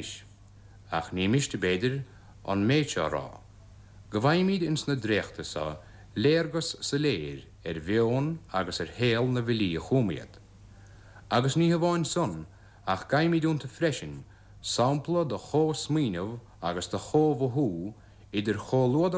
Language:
Irish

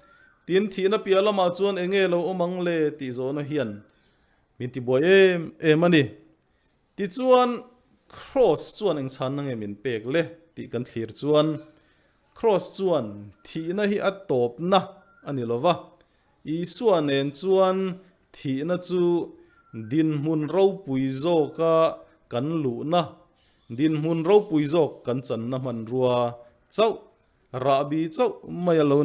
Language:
Mizo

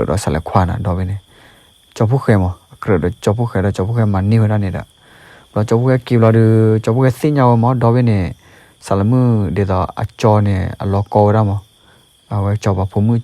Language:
S'gaw Karen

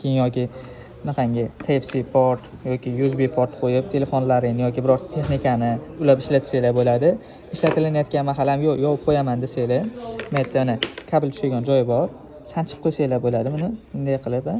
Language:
Uzbek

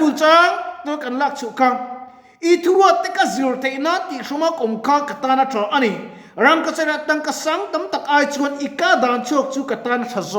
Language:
Mizo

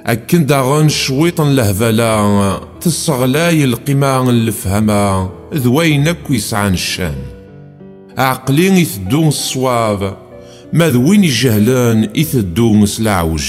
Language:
Kabyle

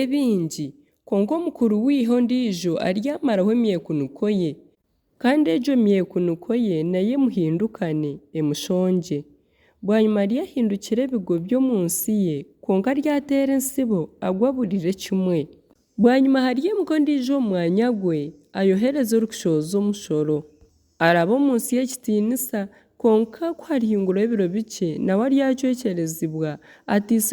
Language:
Nyankole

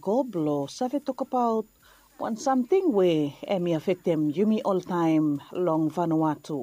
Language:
Bislama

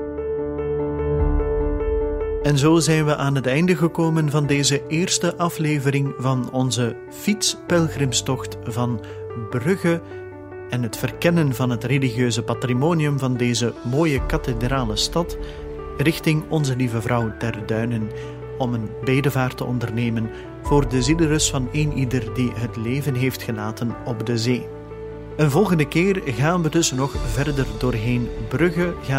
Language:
Dutch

